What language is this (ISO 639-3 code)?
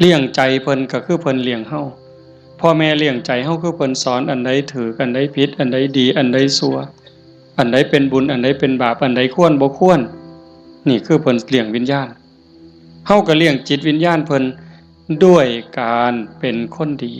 tts